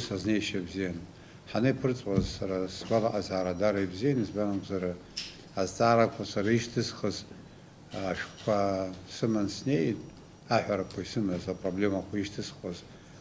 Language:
Abkhazian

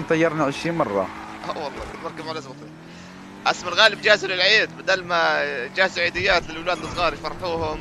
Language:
North Levantine Arabic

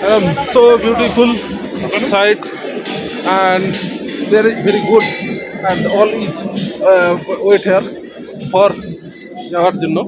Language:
Santali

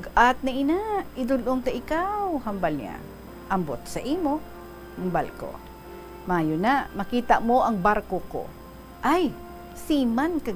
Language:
Hiligaynon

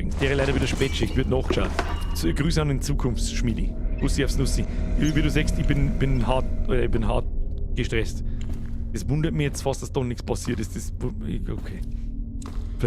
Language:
Bavarian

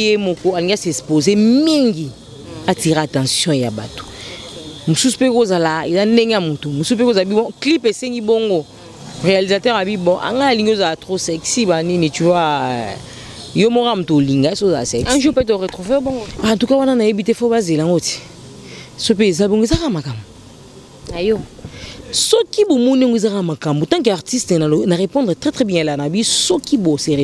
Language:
Lingala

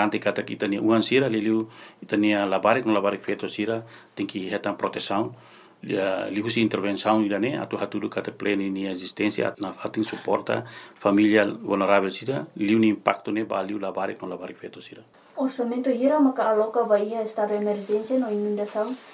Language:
Tetum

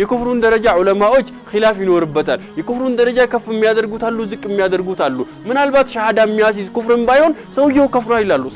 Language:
Amharic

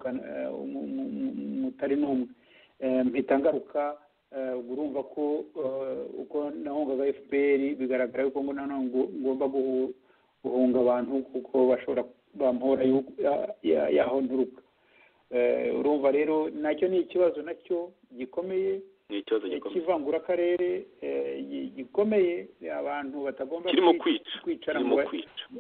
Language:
Kinyarwanda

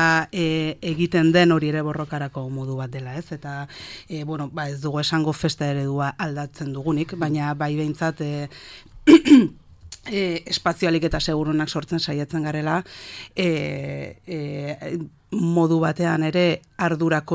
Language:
Basque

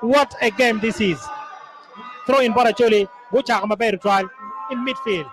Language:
Acoli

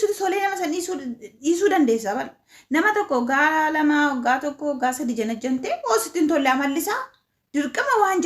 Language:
Oromo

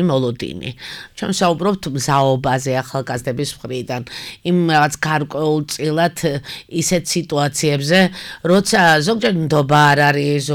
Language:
Georgian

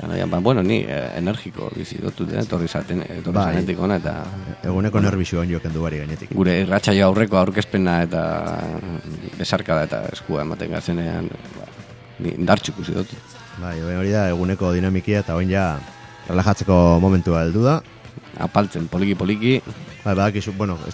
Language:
Basque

